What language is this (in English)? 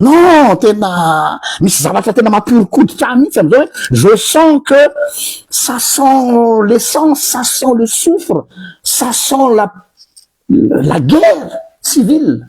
Malagasy